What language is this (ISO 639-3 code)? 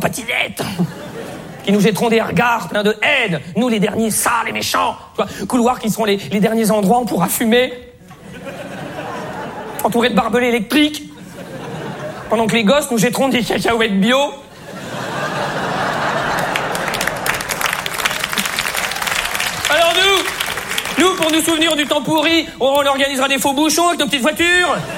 fra